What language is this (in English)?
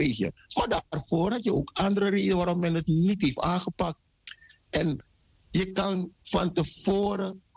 Dutch